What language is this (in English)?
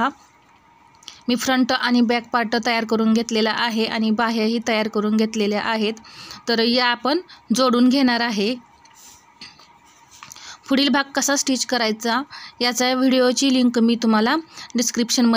Marathi